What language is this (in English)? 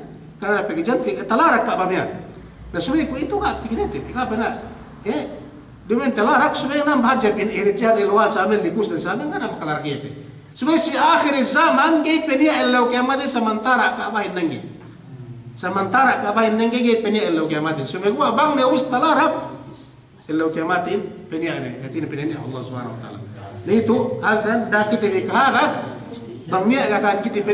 Yakan